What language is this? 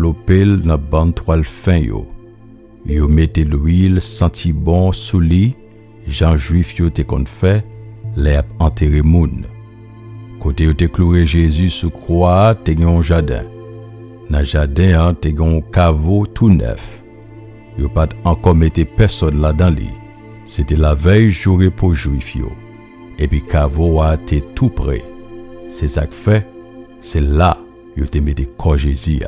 Haitian Creole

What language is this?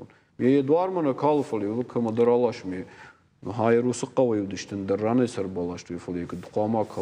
Ossetic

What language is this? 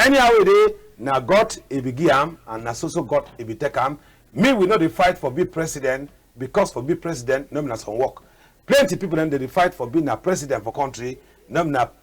Cameroon Pidgin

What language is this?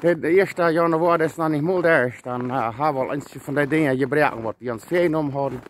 Plautdietsch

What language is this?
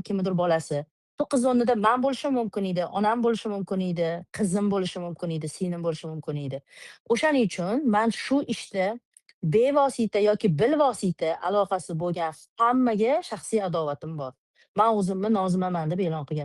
Uzbek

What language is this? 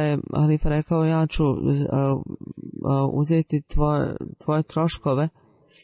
Bosnian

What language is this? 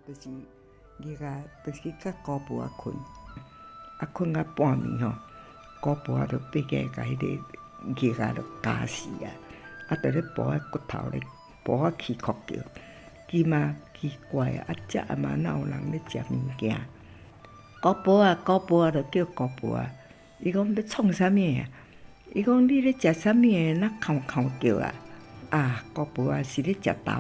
Min Nan Chinese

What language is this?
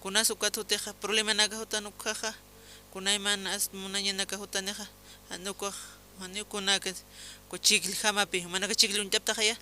Aymara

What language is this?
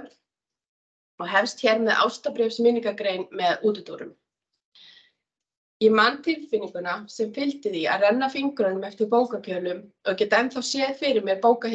Icelandic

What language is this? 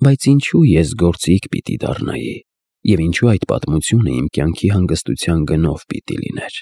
Armenian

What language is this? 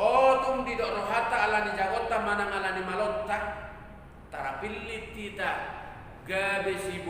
Batak Toba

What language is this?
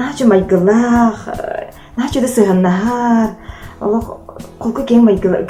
Yakut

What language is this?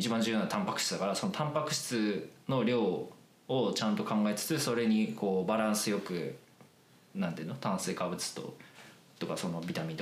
Japanese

